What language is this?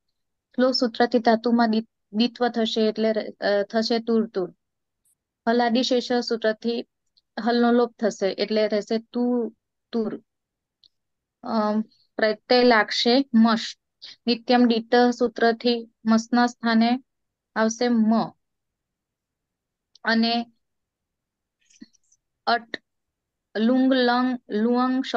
Gujarati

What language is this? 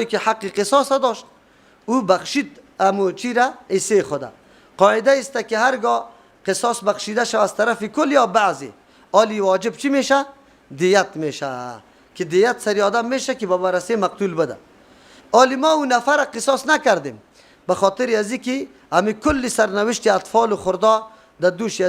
Persian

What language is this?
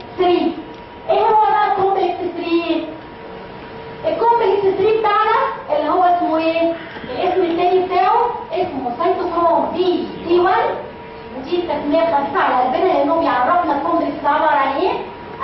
Egyptian Arabic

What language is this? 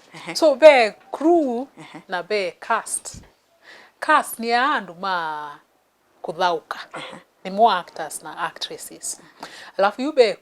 Kamba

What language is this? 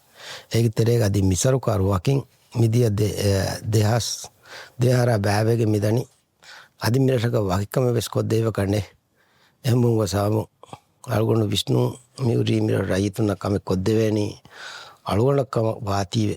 Divehi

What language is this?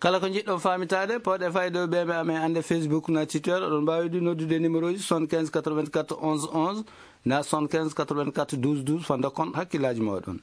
Fula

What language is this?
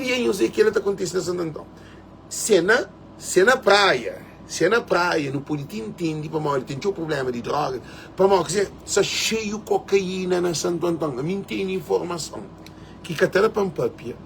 Kabuverdianu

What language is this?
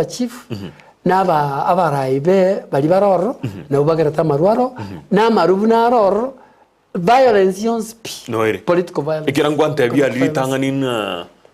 Gusii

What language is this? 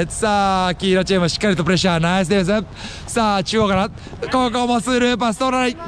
Japanese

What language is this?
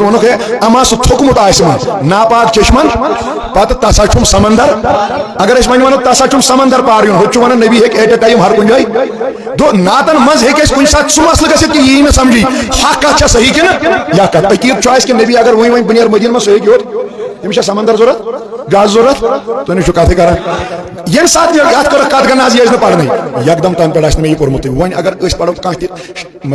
Kashmiri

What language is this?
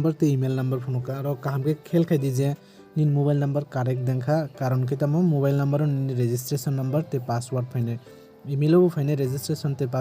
Kok Borok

